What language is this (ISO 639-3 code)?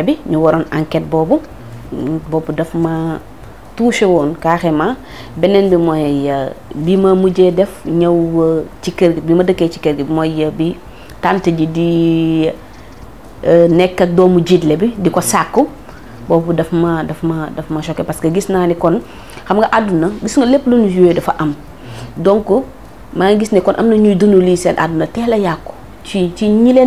wol